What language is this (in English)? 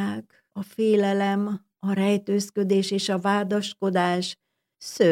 Hungarian